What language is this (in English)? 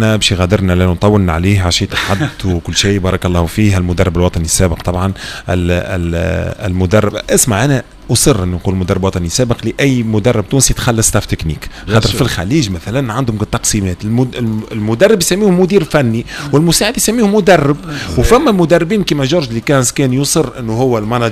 Tunisian Arabic